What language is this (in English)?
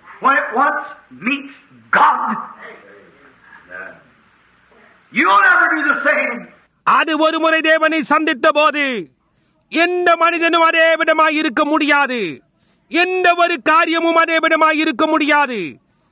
Tamil